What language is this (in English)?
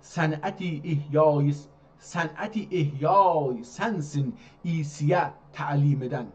South Azerbaijani